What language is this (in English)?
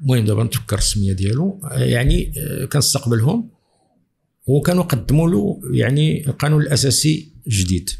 Moroccan Arabic